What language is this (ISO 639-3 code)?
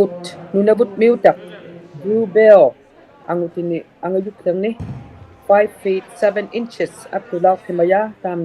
iku